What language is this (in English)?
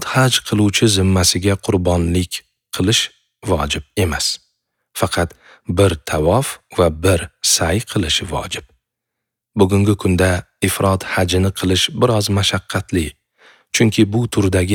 Uzbek